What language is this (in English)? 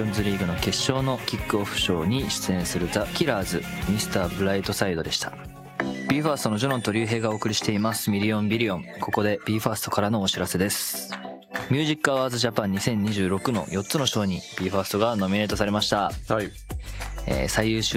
Japanese